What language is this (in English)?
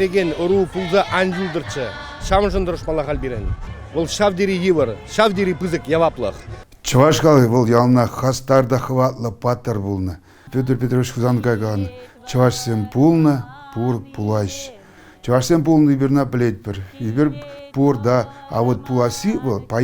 Chuvash